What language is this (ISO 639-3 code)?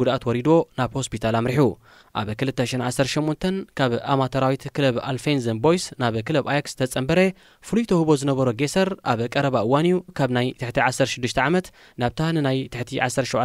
tir